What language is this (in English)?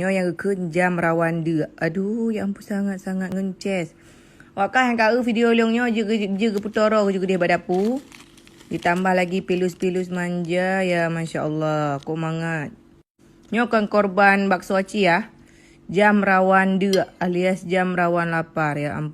Achinese